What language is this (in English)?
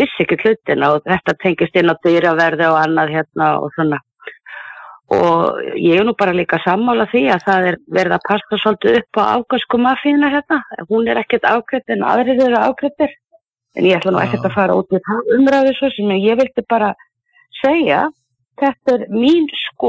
Icelandic